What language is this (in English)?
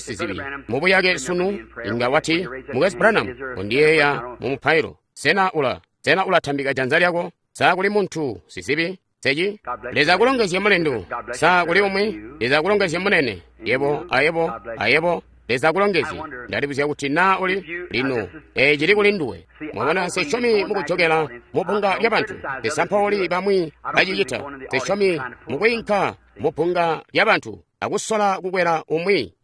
Tonga (Zambia)